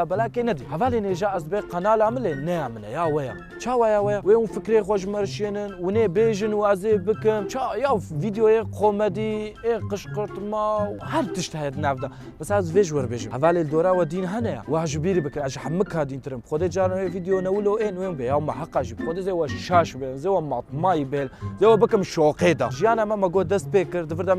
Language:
Kurdish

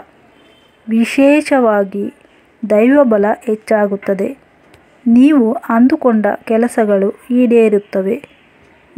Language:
Kannada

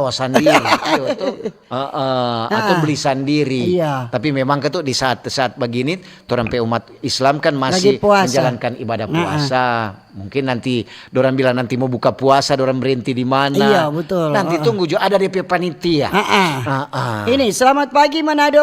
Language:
Manado Malay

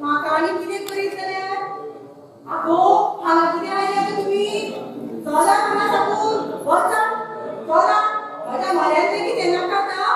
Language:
Konkani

